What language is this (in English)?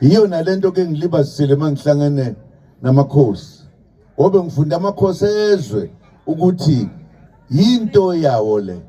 Zulu